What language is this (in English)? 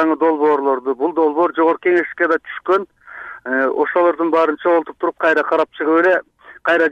Kyrgyz